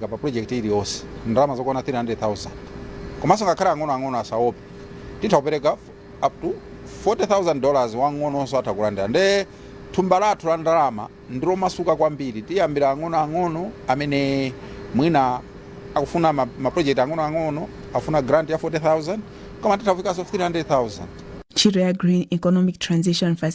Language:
Nyanja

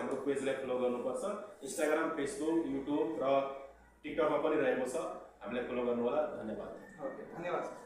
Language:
Nepali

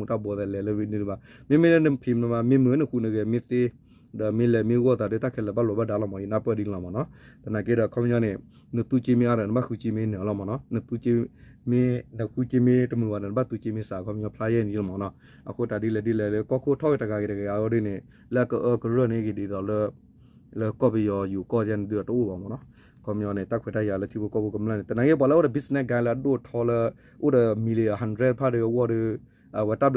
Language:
S'gaw Karen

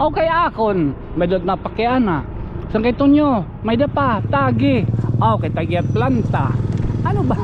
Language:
Waray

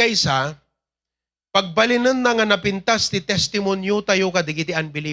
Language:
Iloko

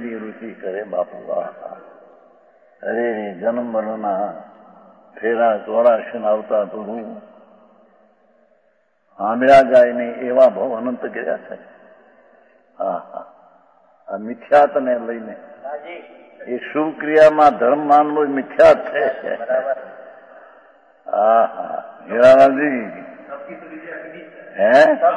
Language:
Gujarati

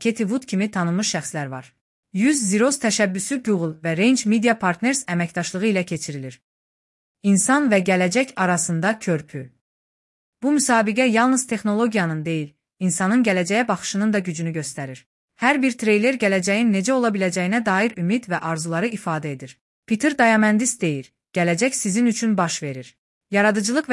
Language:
Azerbaijani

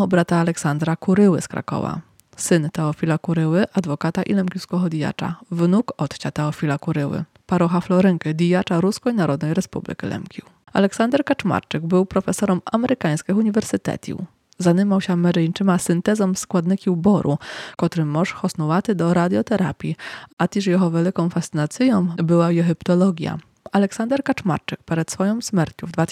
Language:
Rusyn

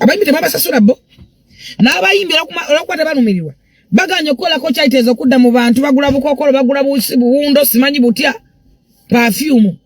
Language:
Ganda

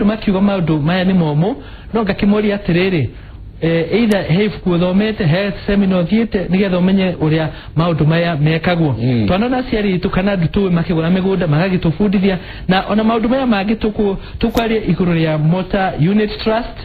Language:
Kikuyu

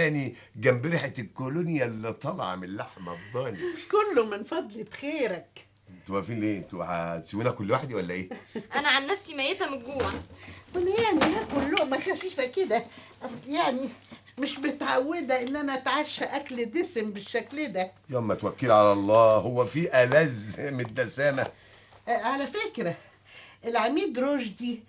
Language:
Egyptian Arabic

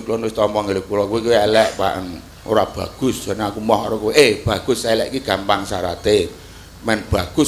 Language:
Javanese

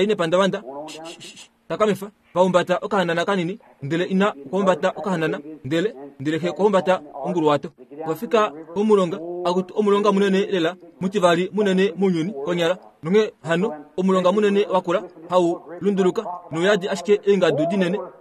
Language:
Kuanyama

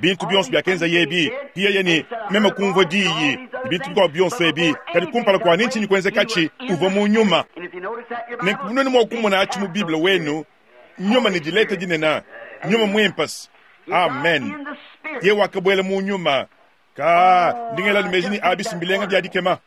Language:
Luba-Lulua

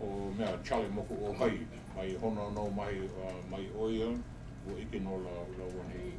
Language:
Hawaiian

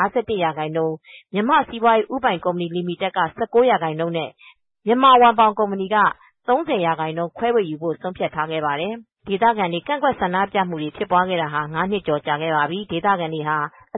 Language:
Burmese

